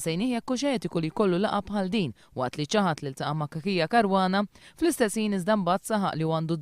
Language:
Maltese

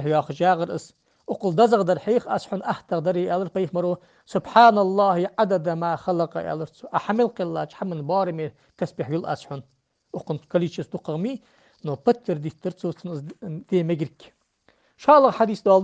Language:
Ingush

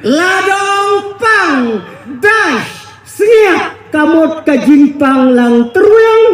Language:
Khasi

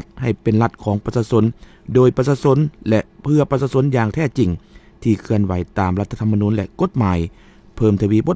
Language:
Lao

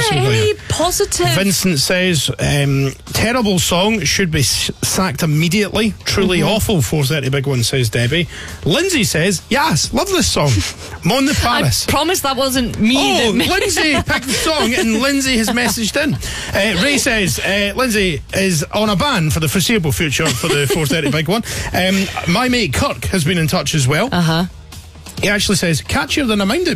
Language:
English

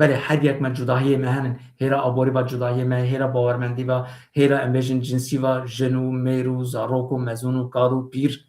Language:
Kurdish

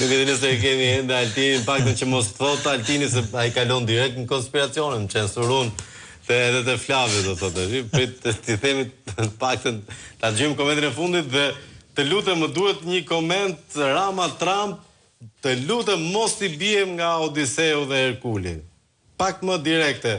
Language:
Albanian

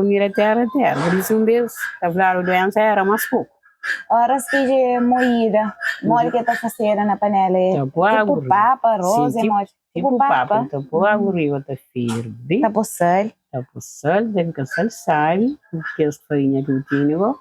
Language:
Kabuverdianu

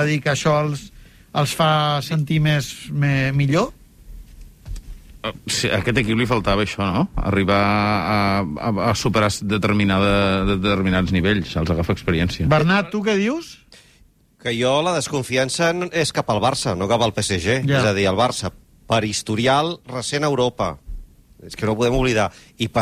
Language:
Catalan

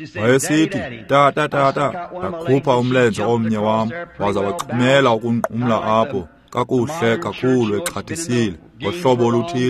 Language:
Xhosa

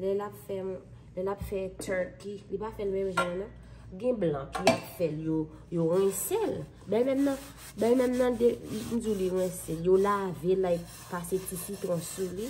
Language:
Haitian Creole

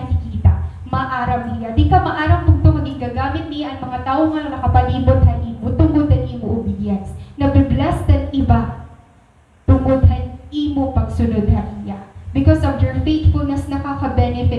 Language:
Waray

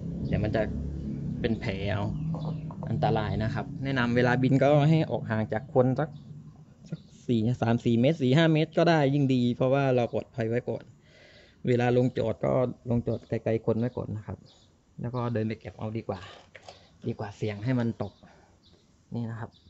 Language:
Thai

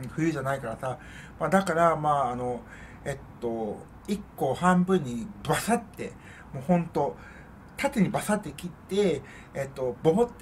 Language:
Japanese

